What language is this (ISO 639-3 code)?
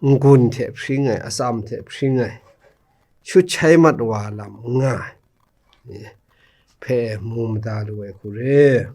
kac